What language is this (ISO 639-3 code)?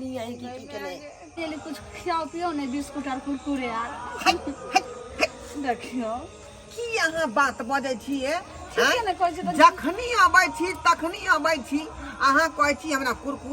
mai